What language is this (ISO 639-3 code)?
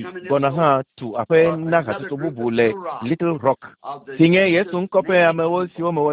ewe